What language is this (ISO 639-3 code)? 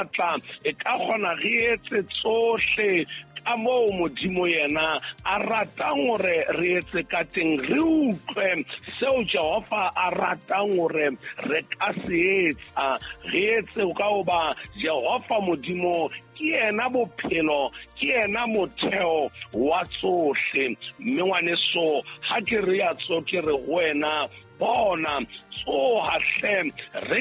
sot